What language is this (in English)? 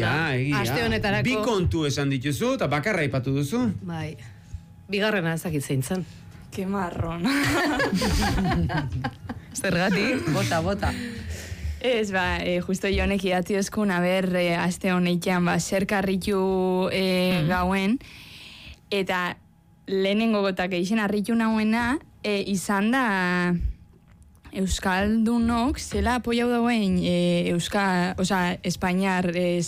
Basque